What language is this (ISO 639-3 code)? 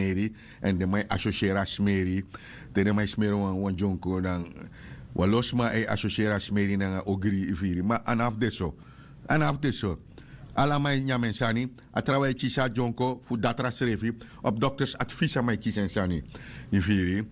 srn